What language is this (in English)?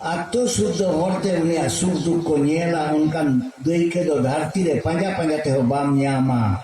Santali